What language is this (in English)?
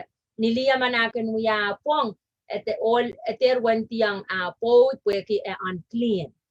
Pohnpeian